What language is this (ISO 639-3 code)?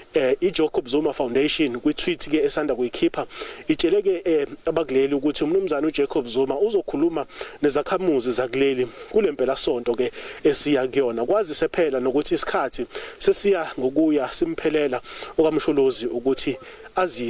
zul